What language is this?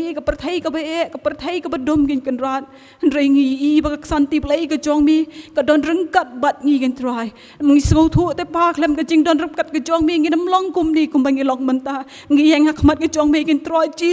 Khasi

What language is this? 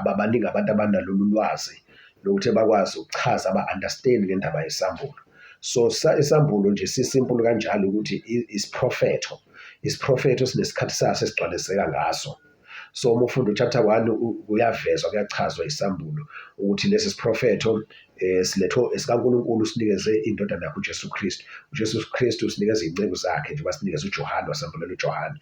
Zulu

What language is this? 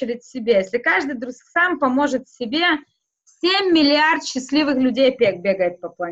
Russian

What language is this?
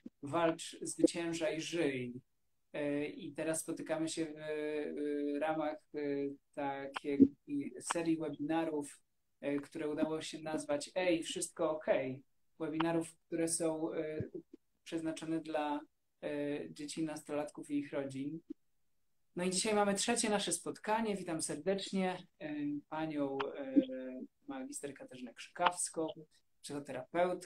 Polish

